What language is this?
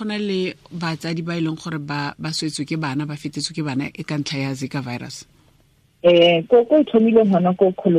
Tswana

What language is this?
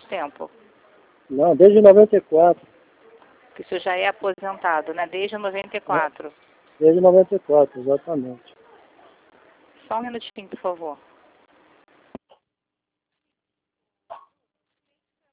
Portuguese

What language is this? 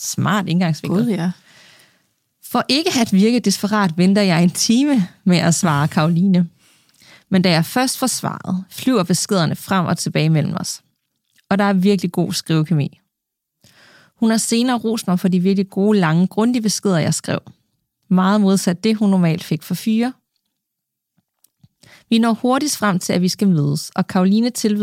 Danish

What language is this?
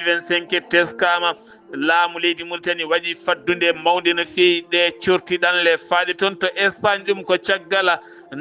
Fula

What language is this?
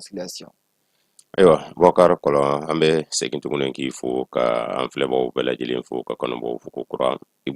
Bambara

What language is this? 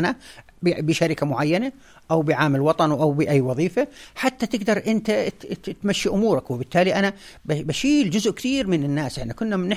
North Levantine Arabic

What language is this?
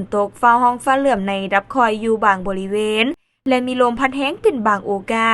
Lao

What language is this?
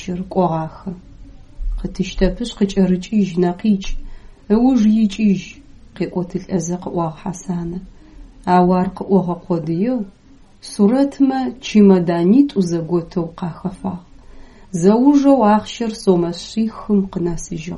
Adyghe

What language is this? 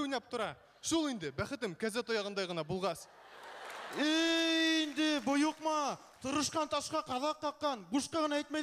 Bashkir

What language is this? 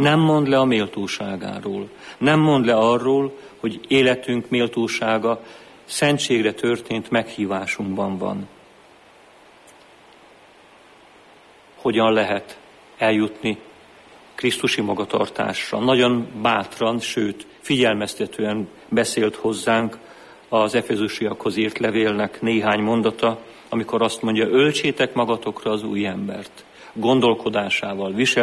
Hungarian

